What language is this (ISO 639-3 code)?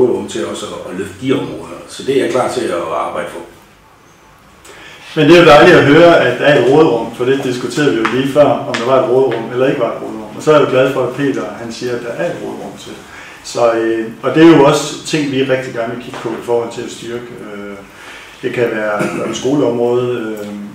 dan